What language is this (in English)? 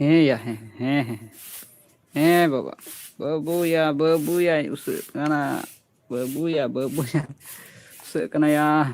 Santali